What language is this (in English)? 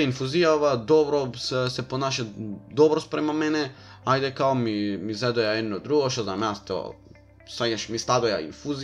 Macedonian